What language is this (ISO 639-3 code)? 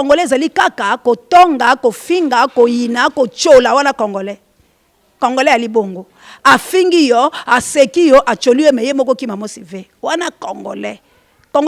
lin